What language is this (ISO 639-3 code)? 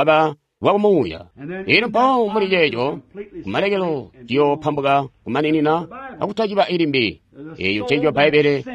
toi